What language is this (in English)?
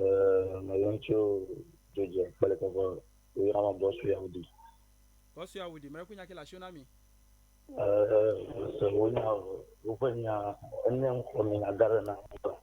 Ewe